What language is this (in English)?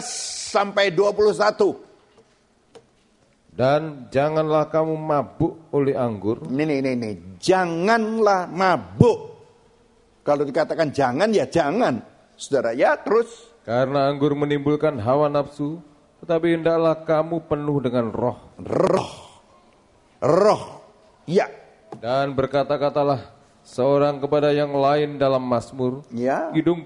Indonesian